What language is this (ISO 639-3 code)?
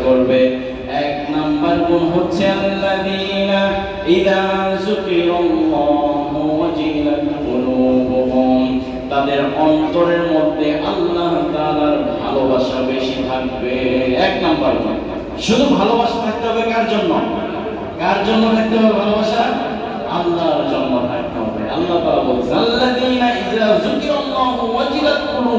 ben